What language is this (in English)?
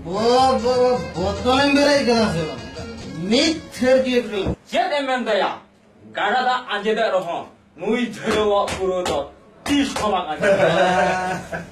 Santali